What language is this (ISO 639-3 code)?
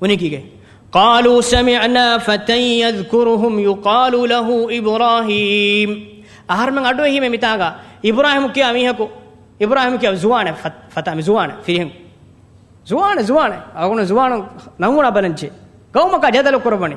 div